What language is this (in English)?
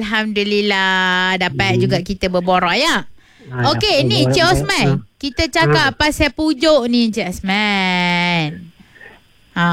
Malay